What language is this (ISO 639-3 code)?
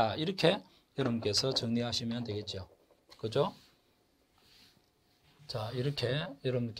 kor